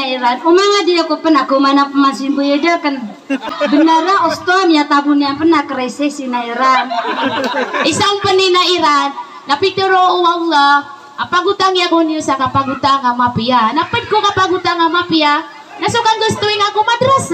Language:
Maranao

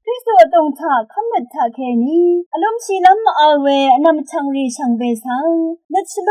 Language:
Rawang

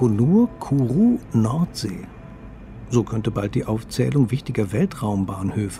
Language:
German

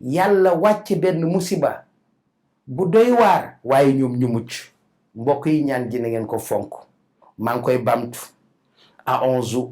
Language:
Wolof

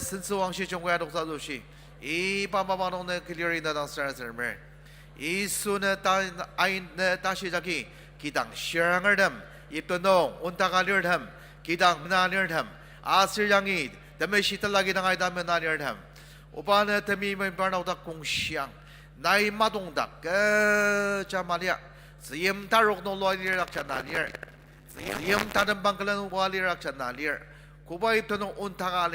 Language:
Ao Naga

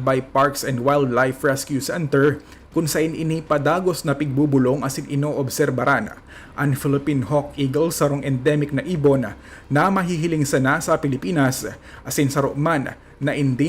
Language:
Bikol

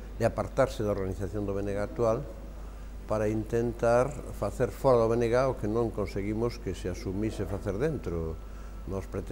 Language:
Galician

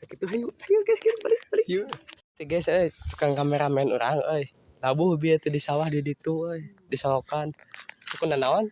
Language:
Sundanese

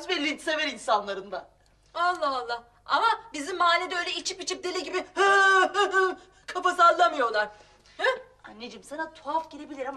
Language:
Turkish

